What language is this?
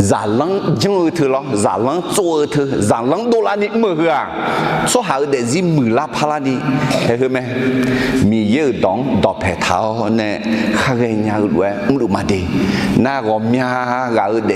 Akha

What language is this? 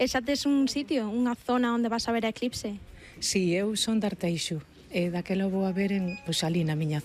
Galician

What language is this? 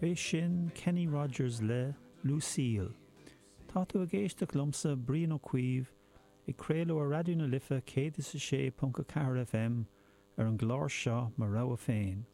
Irish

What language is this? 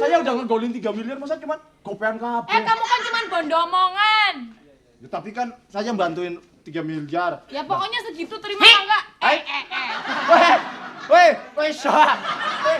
Betawi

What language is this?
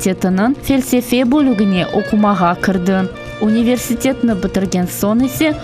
Crimean Tatar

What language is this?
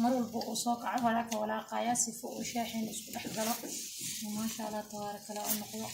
Somali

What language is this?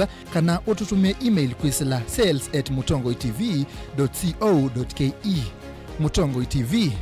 Kamba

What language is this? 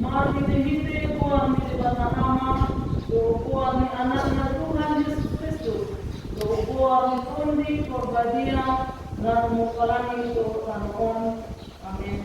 Batak Toba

